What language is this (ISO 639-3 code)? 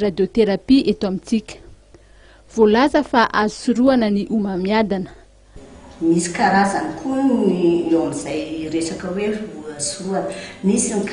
mlg